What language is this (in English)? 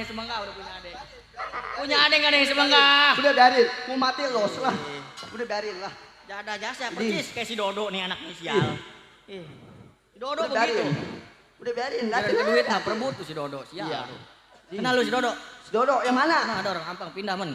Betawi